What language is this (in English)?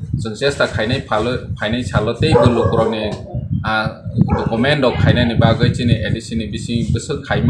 Kok Borok